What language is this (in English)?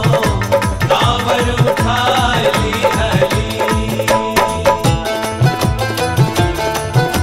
Bhojpuri